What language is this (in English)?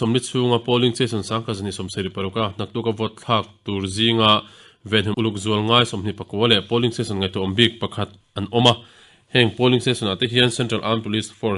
Mizo